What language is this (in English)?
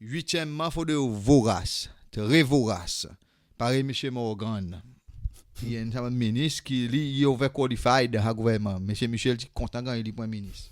Seselwa Creole French